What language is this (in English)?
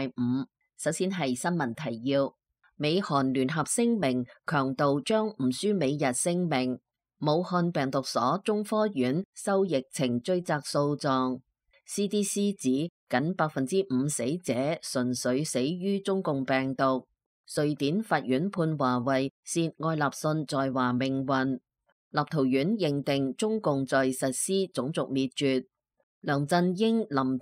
Cantonese